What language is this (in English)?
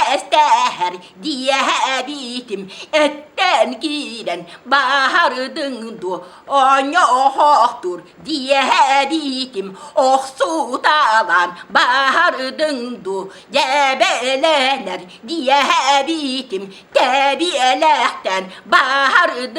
Yakut